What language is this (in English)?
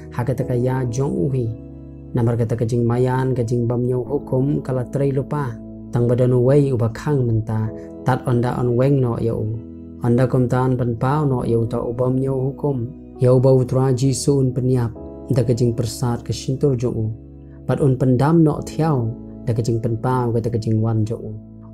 Khasi